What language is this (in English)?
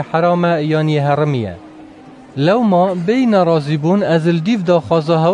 Kurdish